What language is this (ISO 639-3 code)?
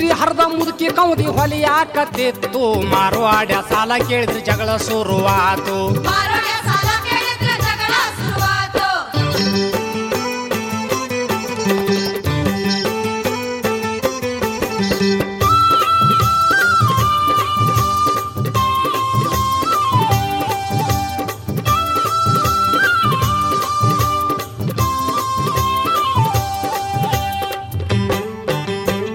kan